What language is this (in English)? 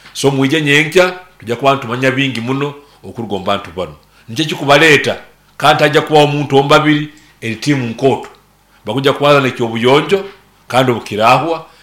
Nyankole